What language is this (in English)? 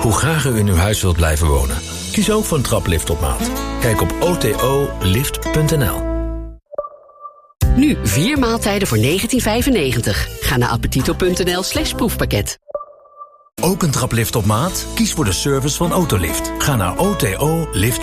Dutch